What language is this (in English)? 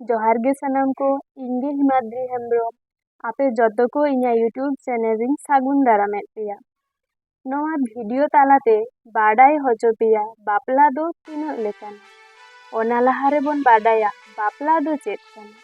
Santali